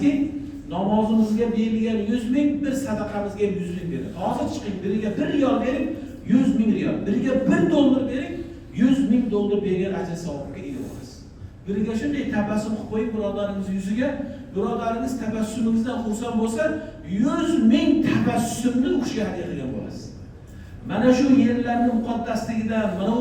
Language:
Uzbek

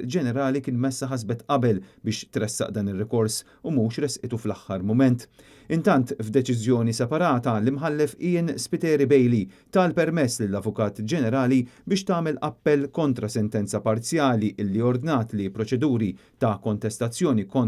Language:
Maltese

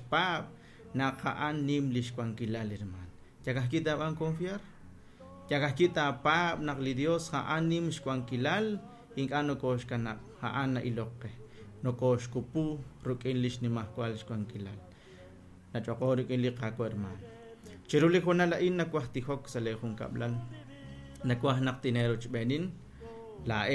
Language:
Kekchí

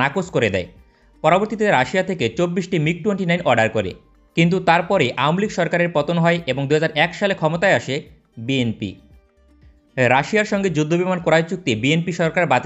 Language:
Bangla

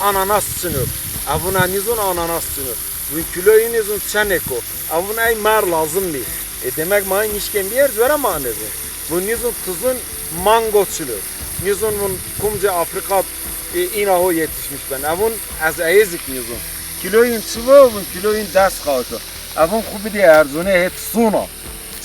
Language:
Zaza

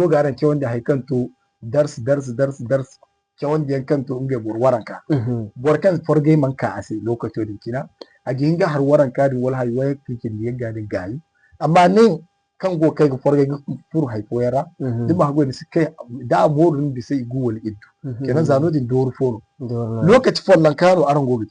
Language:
Zarma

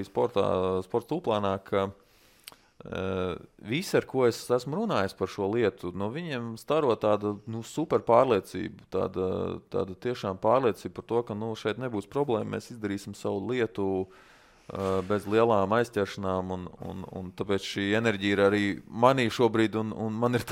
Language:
Latvian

